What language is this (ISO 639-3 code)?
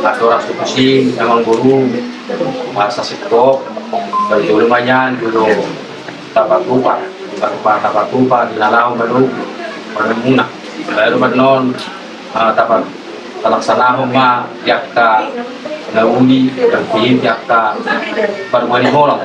bbc